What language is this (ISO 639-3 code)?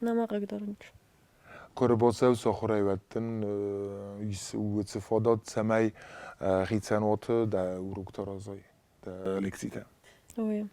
oss